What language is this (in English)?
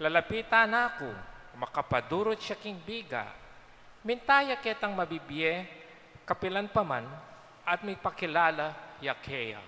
Pampanga